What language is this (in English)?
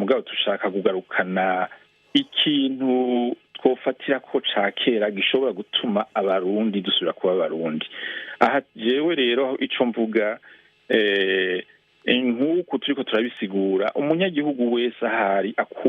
Rundi